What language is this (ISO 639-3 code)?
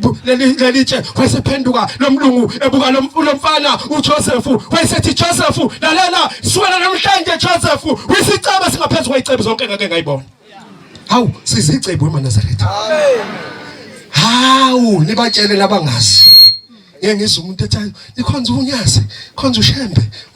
zul